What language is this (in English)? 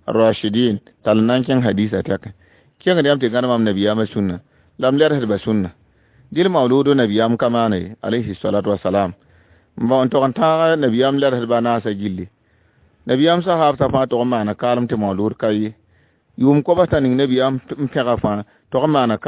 Mossi